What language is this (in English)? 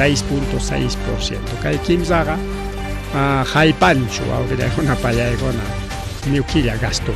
Ayacucho Quechua